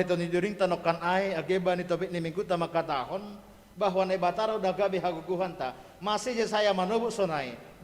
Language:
Batak Simalungun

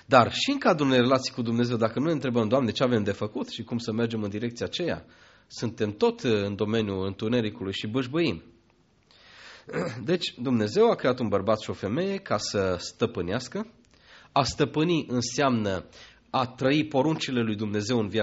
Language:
Romanian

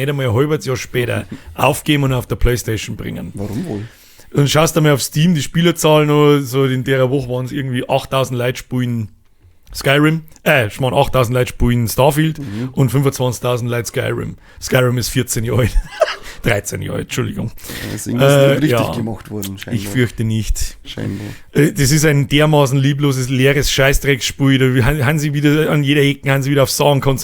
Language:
Bavarian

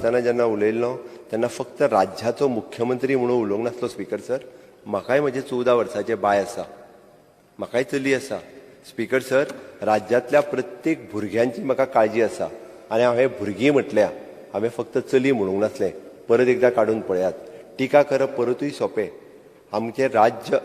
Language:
Konkani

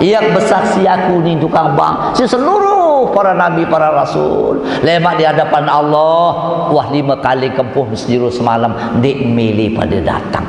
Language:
Sasak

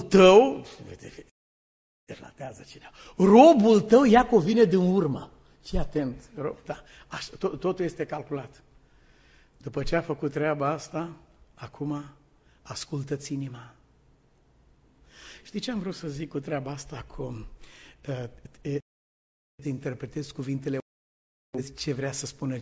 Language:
Romanian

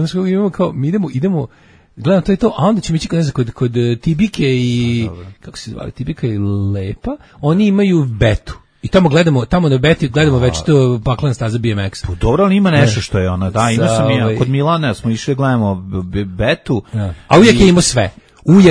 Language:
Serbian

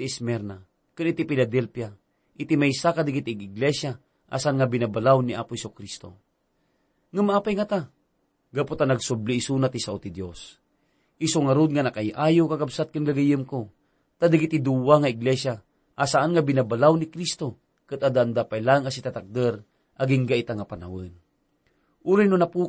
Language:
Iloko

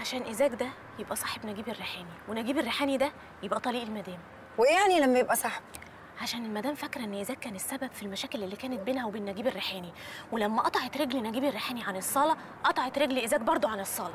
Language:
Egyptian Arabic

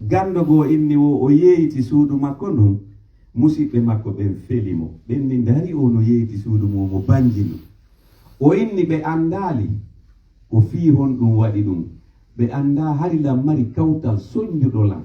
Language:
Pular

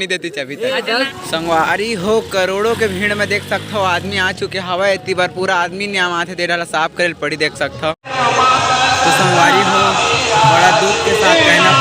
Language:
Chhattisgarhi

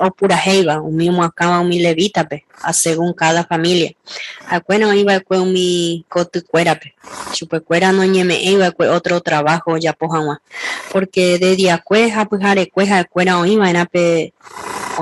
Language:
Guarani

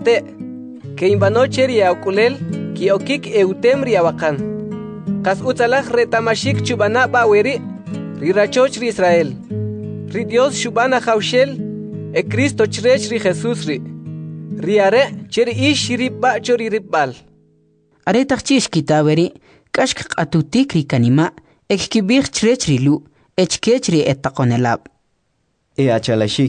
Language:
Kʼicheʼ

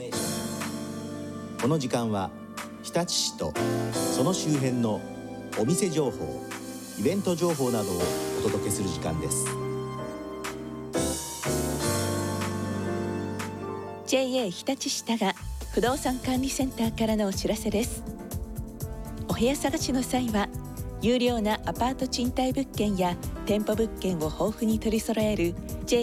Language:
Japanese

